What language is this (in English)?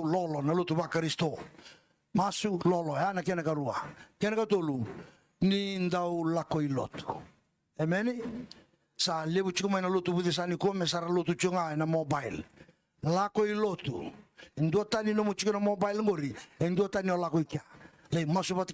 Fijian